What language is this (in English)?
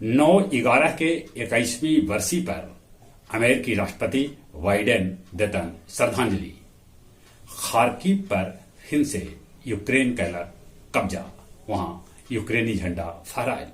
Magahi